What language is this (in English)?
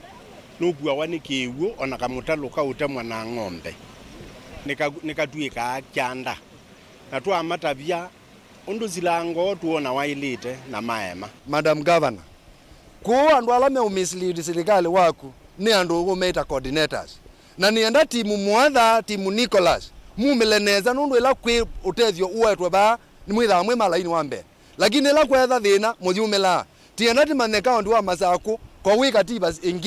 Kamba